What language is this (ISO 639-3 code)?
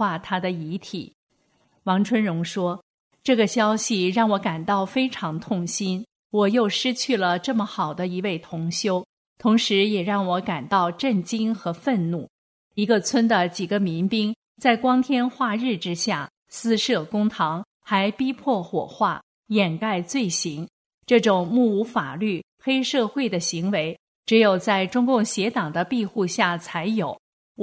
zho